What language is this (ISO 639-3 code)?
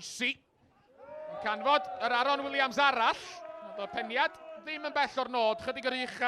cym